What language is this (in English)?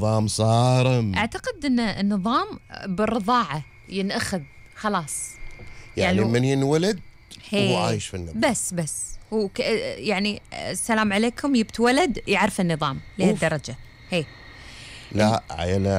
Gulf Arabic